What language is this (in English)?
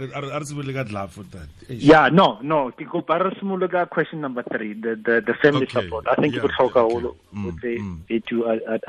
Tswana